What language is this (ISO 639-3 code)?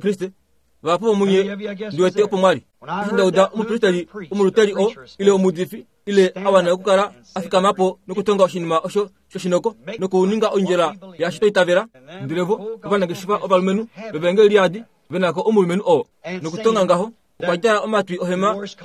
kua